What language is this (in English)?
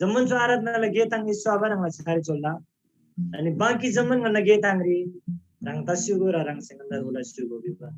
Eastern Tamang